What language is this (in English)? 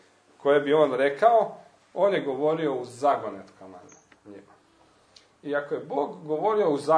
Croatian